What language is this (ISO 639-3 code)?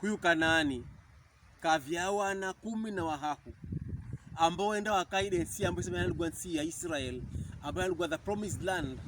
pkb